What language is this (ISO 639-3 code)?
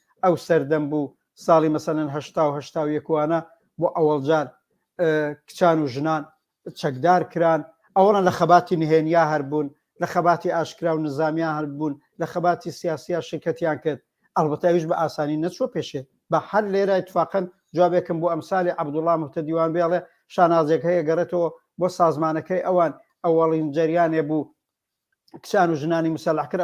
ckb